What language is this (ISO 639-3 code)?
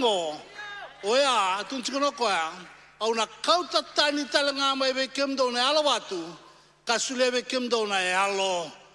fij